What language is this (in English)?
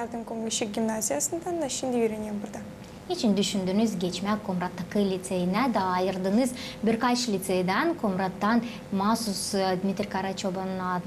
Gagauz